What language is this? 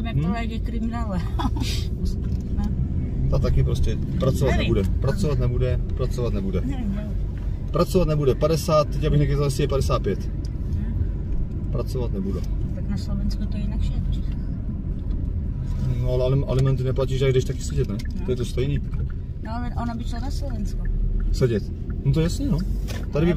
Czech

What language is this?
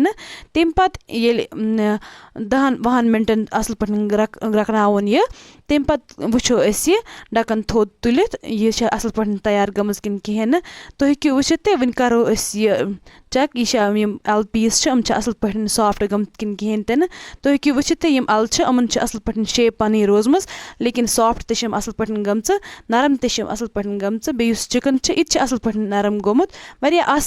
Kashmiri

